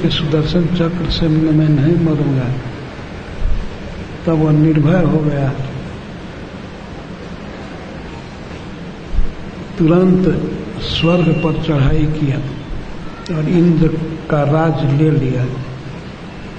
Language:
Hindi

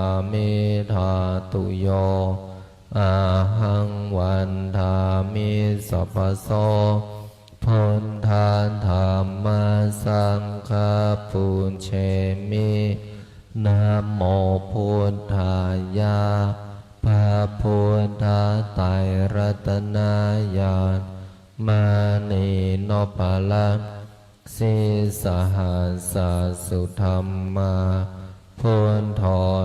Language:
Pali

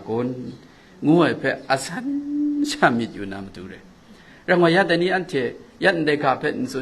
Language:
Kachin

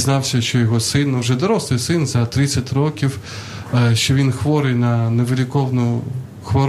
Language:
Ukrainian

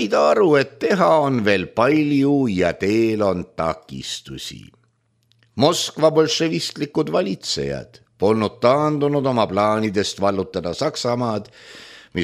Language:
Estonian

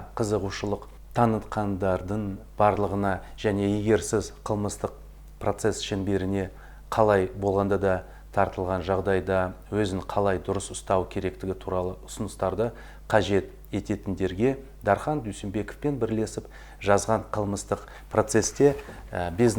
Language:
Kazakh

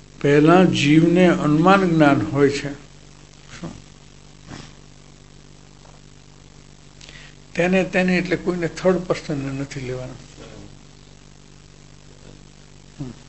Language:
Gujarati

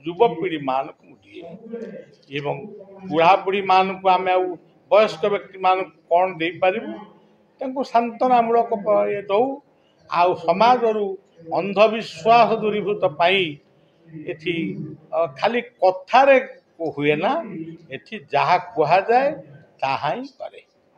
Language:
Odia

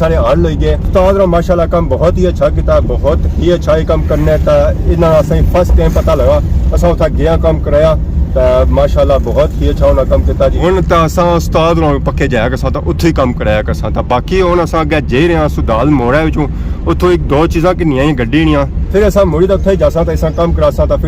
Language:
Pahari-Potwari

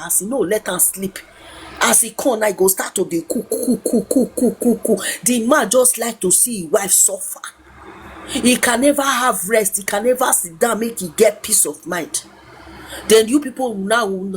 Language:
Nigerian Pidgin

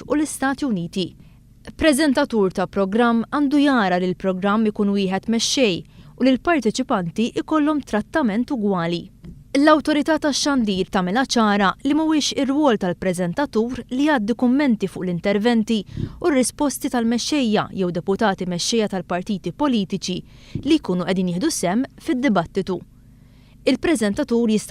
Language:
Maltese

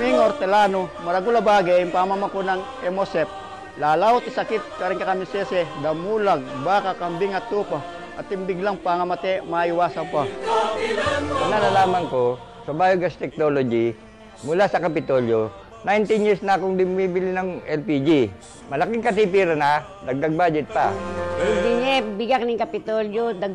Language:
Pampanga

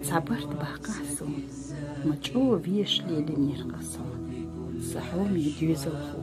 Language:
Chechen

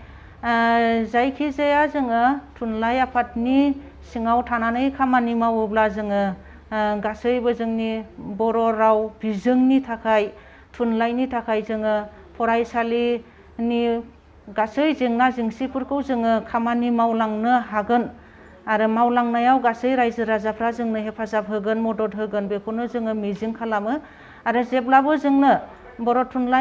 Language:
Bodo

